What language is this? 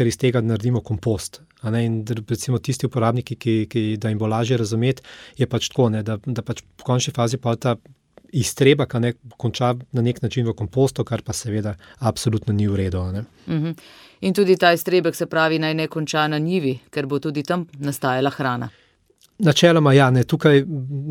Slovenian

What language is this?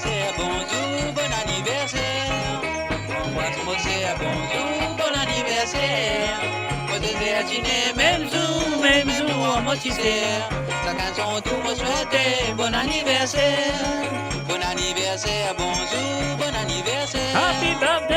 Morisyen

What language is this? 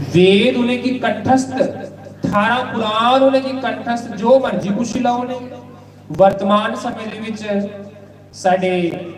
Dogri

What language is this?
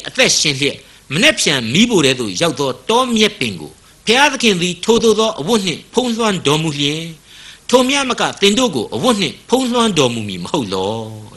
Burmese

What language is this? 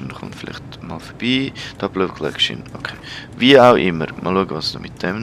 Swiss German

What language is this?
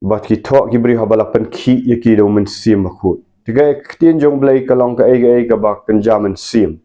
Khasi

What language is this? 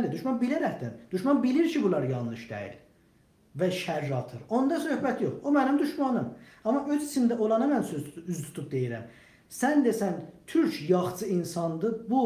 South Azerbaijani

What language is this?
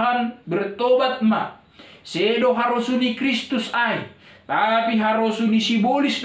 Batak Simalungun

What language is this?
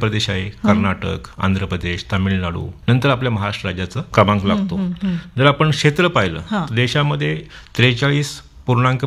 Marathi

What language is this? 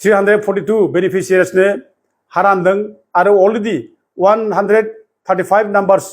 Bodo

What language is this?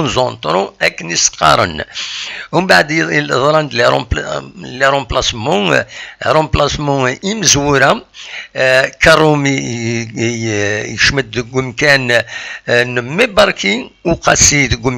Kabyle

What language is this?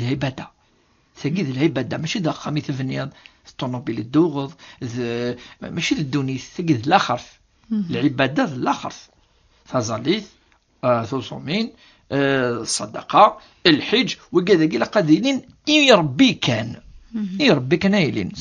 Kabyle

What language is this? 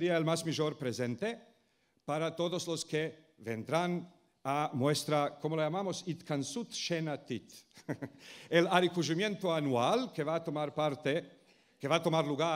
Ladino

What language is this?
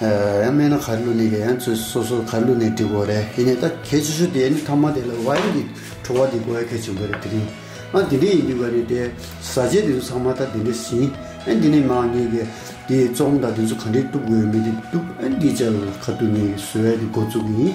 Tibetan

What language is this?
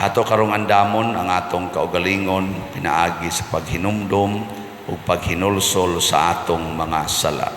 Cebuano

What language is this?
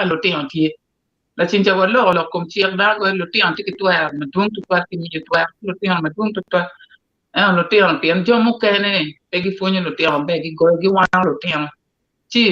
Acoli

